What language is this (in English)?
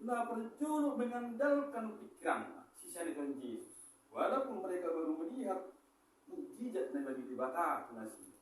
Batak Toba